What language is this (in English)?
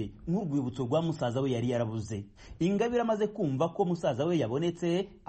Kinyarwanda